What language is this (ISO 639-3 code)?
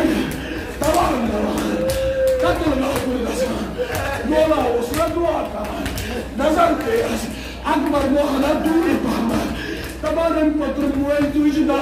kas